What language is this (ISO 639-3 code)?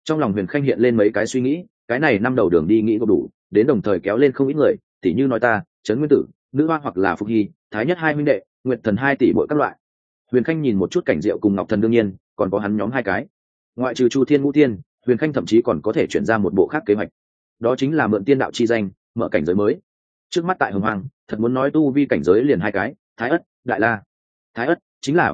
vie